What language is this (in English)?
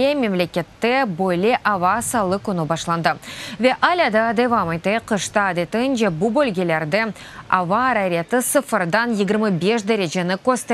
Crimean Tatar